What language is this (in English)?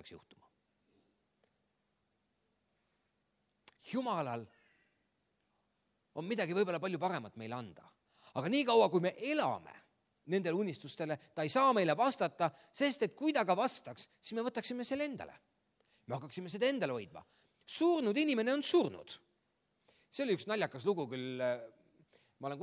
Estonian